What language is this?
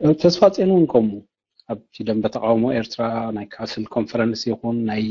Tigrinya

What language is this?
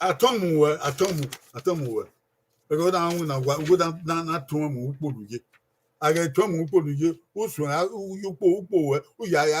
Bini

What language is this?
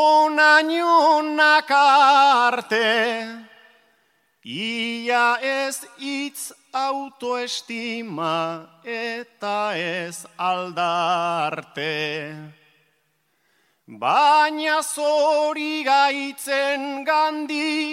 Basque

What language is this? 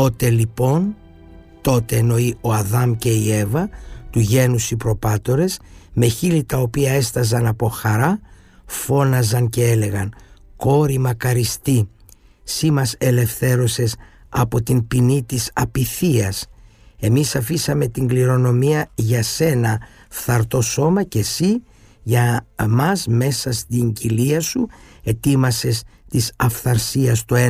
Greek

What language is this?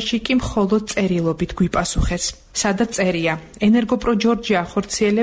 Georgian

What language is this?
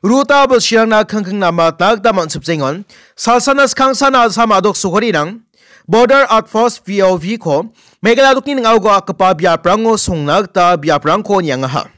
Garo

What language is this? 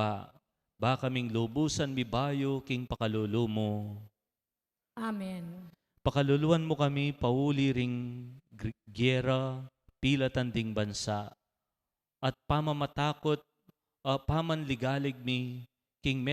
Pampanga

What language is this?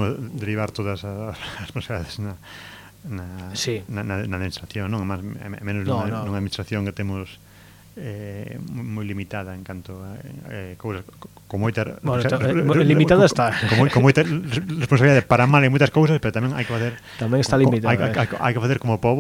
Galician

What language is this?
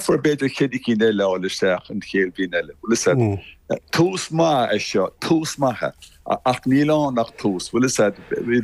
Irish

